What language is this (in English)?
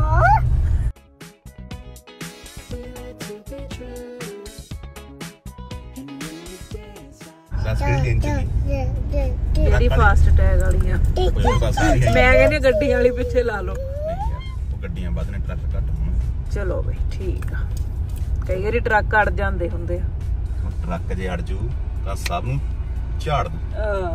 Punjabi